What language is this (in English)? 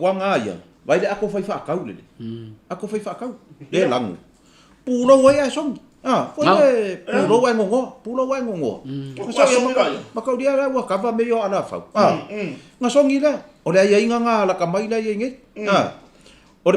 Samoan